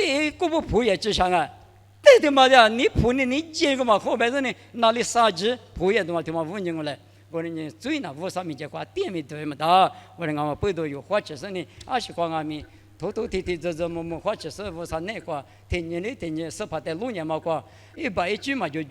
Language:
Lisu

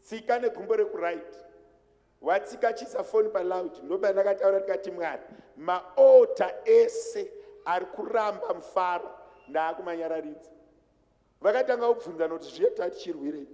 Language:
Shona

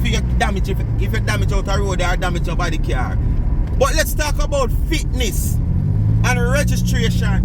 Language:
Jamaican Creole English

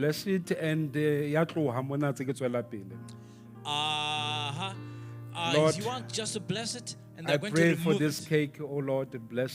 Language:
Southern Sotho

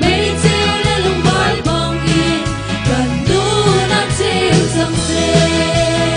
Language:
Hakha Chin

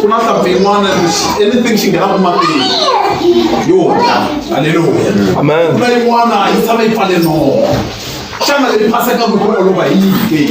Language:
Tsonga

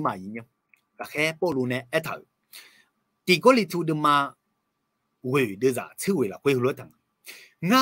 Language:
Akha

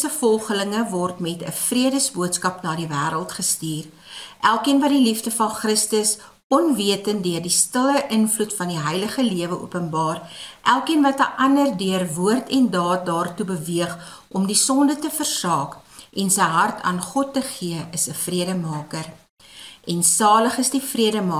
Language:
Afrikaans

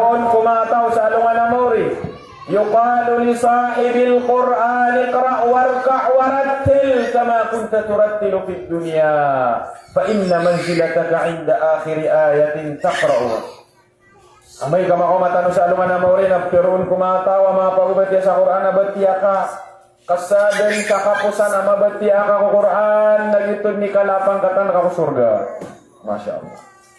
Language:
Maranao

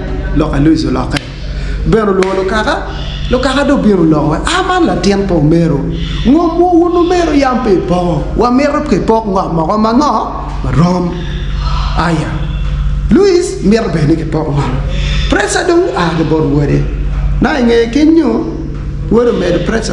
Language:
Acoli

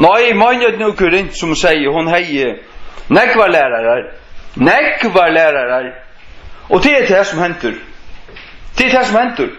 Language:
Faroese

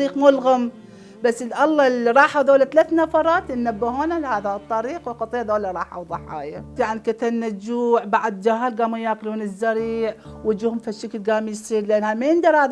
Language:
Mesopotamian Arabic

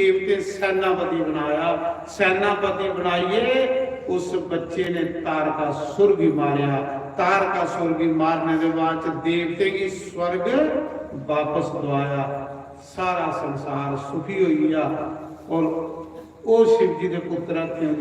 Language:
Dogri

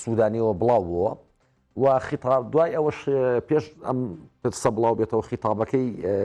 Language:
Central Kurdish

